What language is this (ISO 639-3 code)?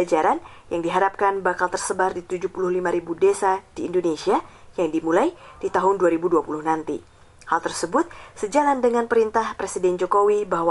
ind